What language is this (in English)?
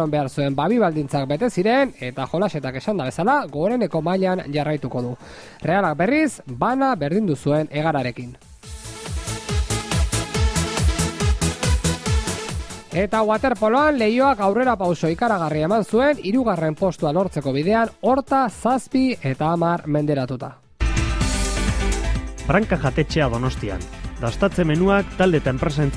Basque